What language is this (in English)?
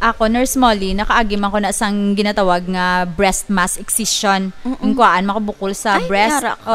Hiligaynon